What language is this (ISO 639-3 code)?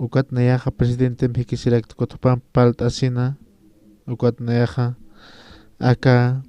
aym